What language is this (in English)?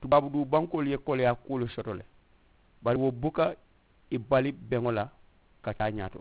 Mandingo